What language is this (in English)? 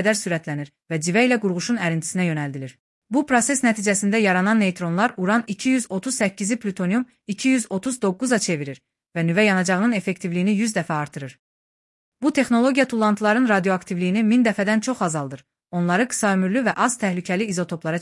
Azerbaijani